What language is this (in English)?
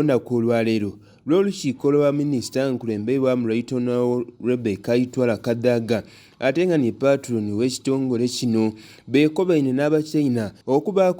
Soga